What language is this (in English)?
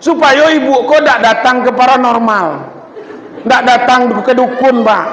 Minangkabau